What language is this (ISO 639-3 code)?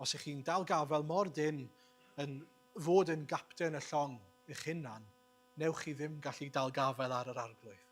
cym